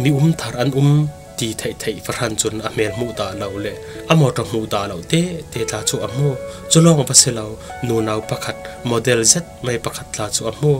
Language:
Falam Chin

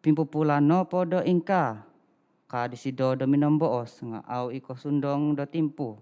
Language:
Central Dusun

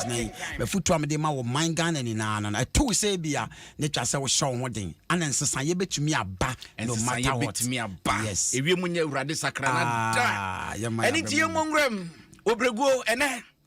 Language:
Akan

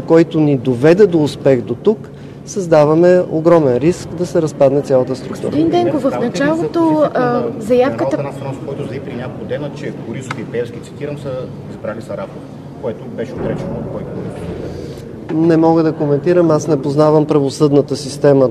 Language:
Bulgarian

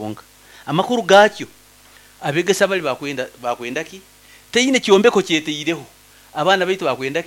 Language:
Nyankole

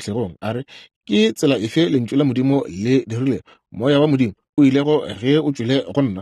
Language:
Northern Sotho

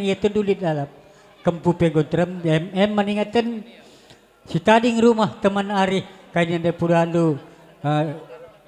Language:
Batak Karo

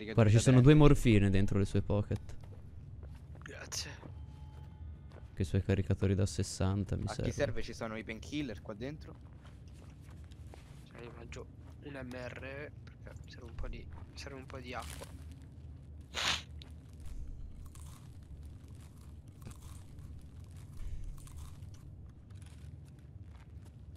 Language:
Italian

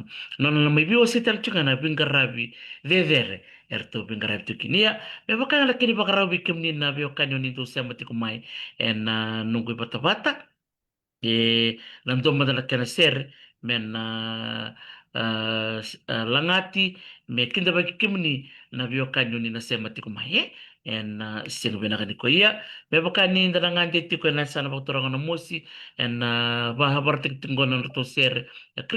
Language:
Fijian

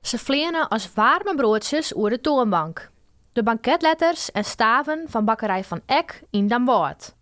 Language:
Western Frisian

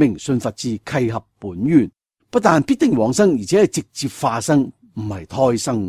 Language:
Cantonese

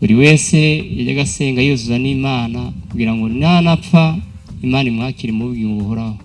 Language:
Kinyarwanda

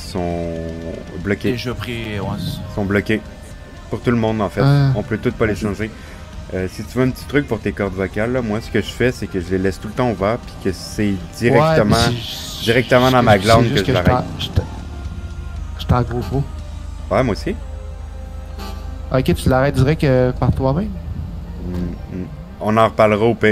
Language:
French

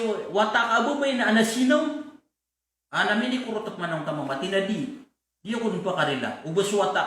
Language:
Maranao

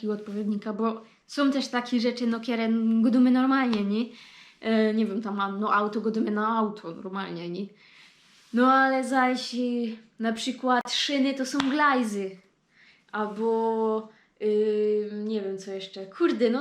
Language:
Silesian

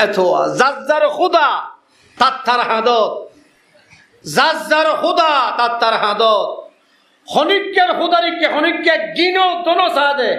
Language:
Rohingya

